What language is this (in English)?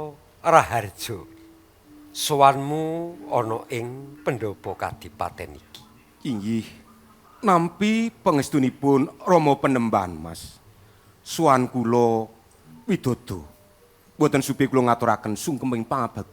Javanese